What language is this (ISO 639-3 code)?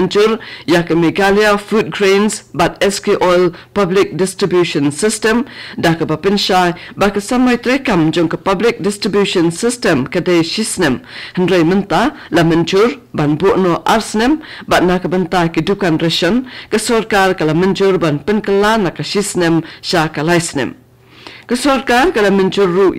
kha